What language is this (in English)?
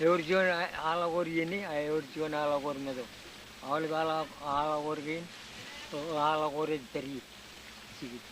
Marshallese